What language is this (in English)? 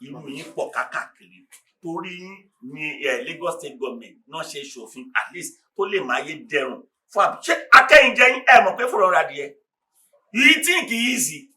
Yoruba